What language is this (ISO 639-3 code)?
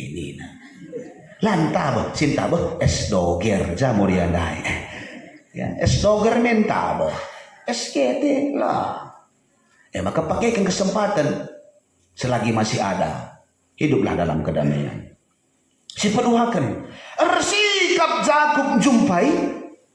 btx